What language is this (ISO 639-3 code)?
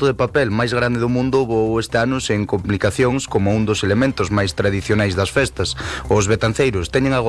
glg